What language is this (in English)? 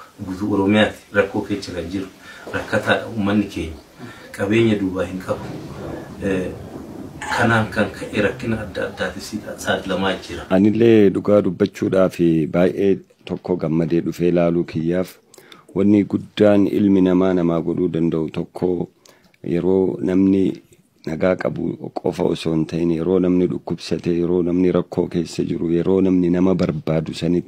Oromo